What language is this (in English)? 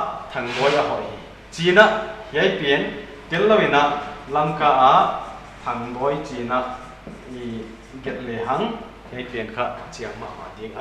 Paite Chin